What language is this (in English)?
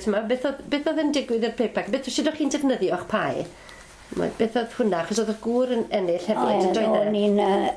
Welsh